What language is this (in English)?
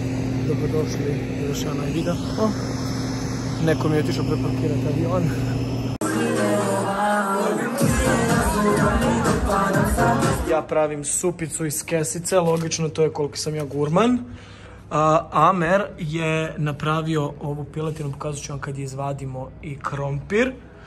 Croatian